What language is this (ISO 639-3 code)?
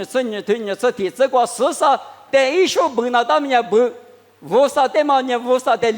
lis